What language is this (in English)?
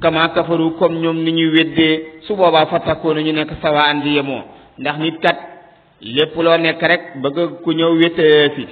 Wolof